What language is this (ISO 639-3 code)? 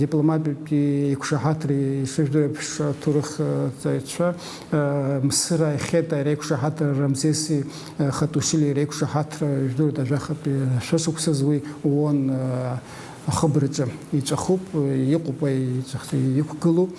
abk